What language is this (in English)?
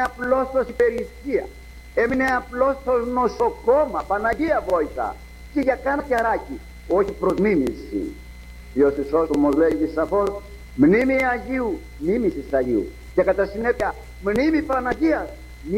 Greek